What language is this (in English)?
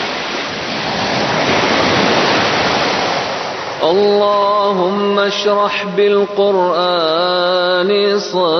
Persian